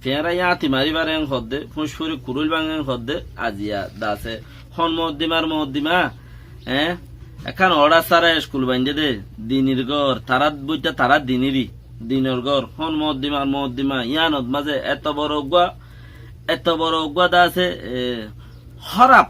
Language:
Rohingya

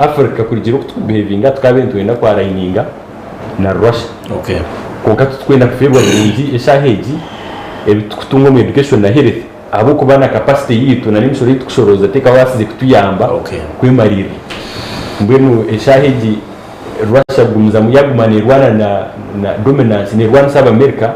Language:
Nyankole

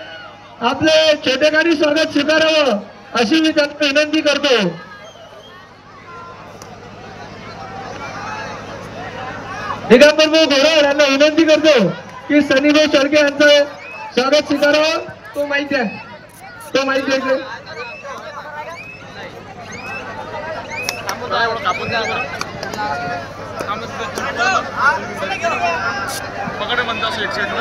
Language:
Marathi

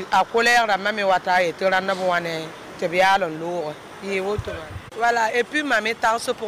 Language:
Mossi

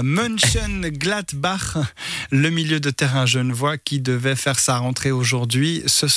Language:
French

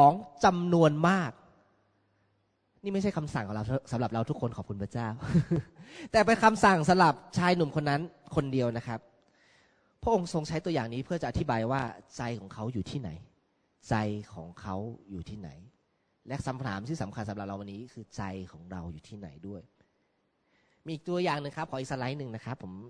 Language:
Thai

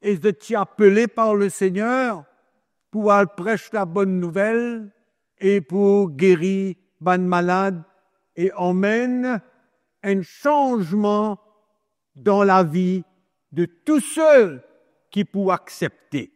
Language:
Morisyen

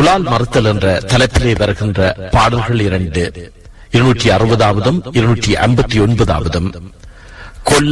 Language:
Tamil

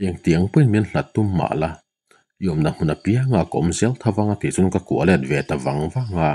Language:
Mizo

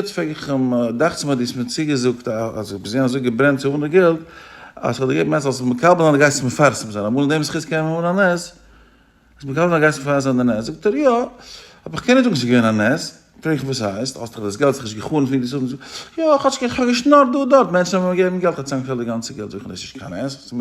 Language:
Yiddish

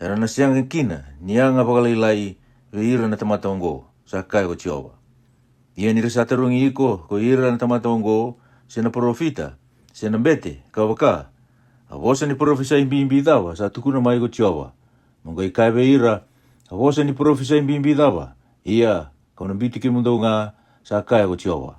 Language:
Fijian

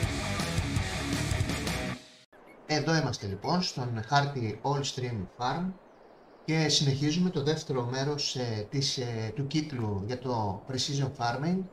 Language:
Greek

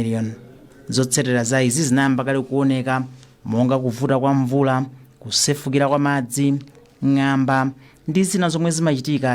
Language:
Nyanja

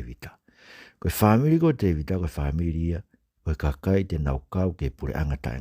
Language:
Tongan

